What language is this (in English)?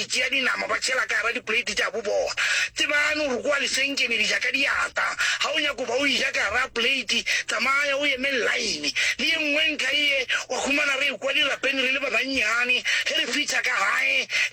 Northern Sotho